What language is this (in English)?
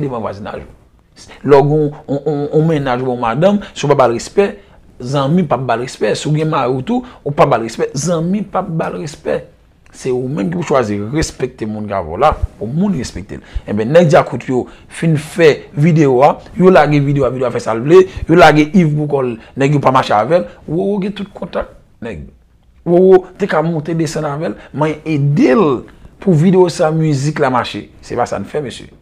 Haitian Creole